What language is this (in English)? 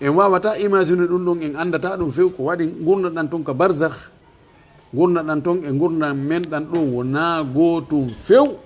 Fula